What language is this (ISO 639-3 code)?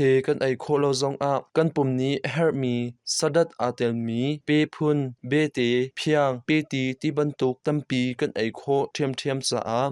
cnh